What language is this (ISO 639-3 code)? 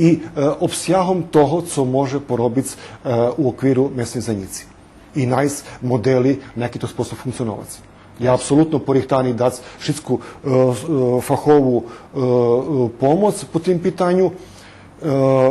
rue